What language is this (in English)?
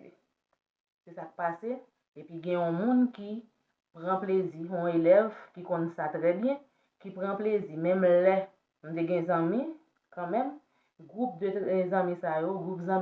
Haitian Creole